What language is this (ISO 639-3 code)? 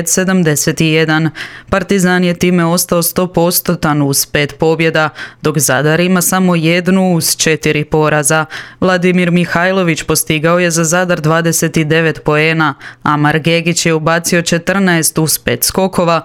hrv